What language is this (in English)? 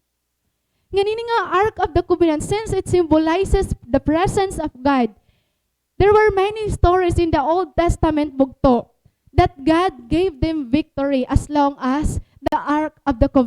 Waray